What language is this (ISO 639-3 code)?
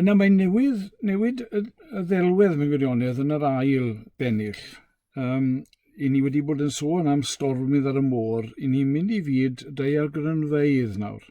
cym